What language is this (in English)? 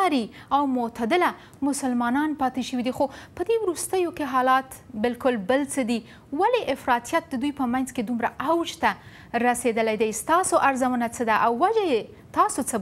Pashto